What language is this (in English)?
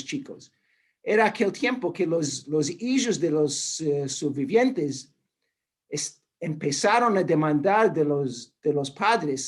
Ladino